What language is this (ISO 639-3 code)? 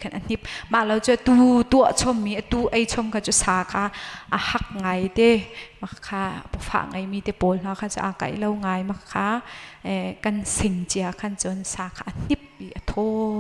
cnh